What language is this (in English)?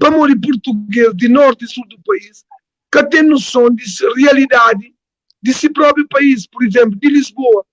Kabuverdianu